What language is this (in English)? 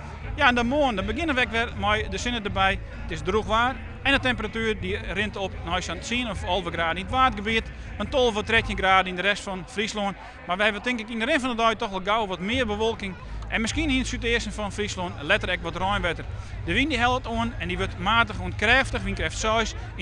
Western Frisian